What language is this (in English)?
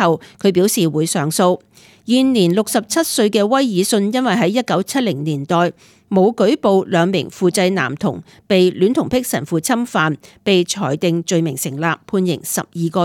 Cantonese